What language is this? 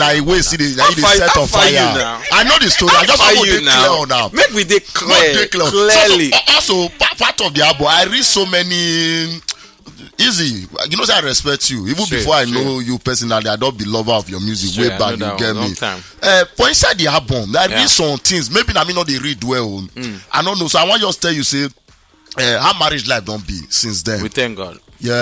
Nigerian Pidgin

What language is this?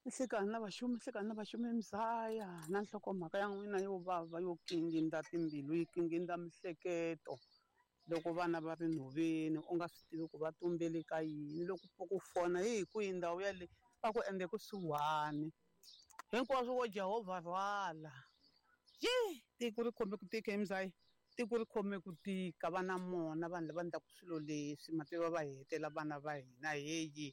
Tsonga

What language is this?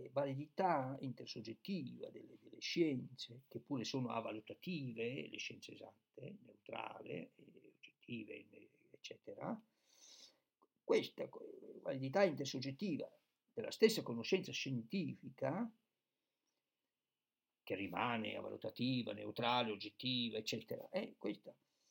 Italian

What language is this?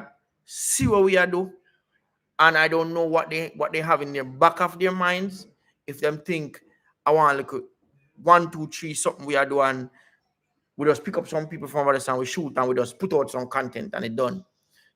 Jamaican Creole English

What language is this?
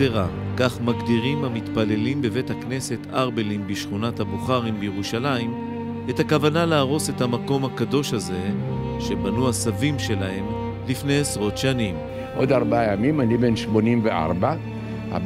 Hebrew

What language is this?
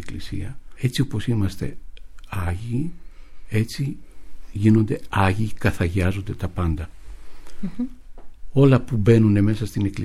Greek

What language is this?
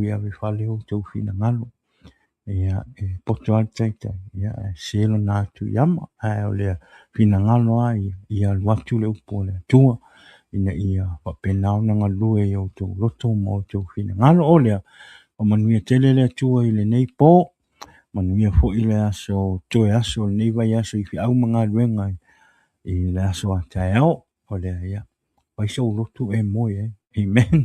Samoan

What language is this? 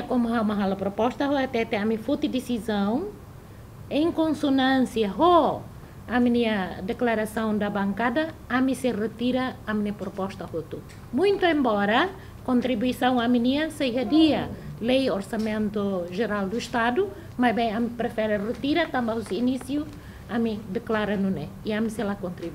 Tetum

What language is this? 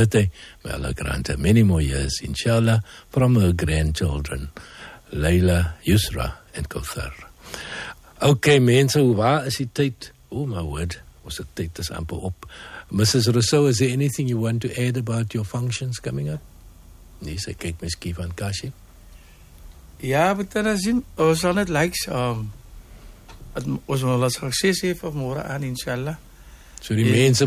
Afrikaans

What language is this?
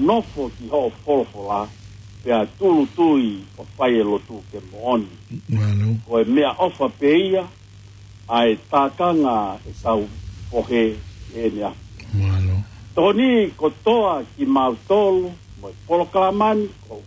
Tongan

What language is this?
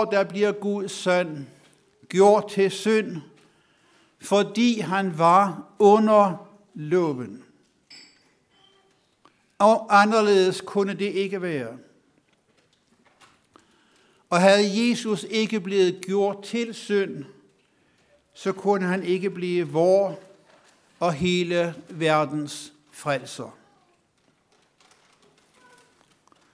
Danish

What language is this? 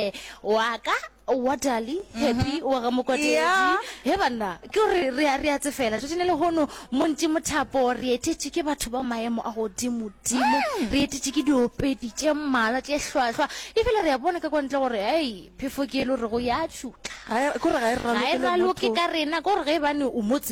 Northern Sotho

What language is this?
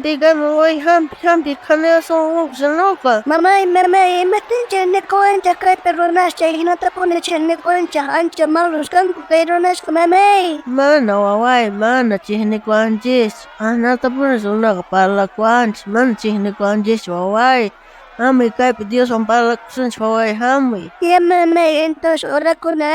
South Bolivian Quechua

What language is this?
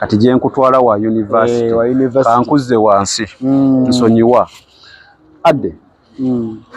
Ganda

